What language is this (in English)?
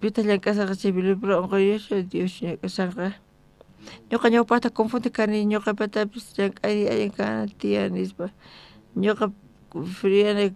South Bolivian Quechua